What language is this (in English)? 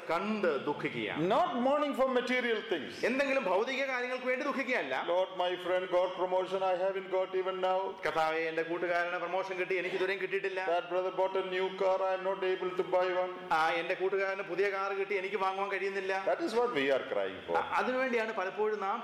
Malayalam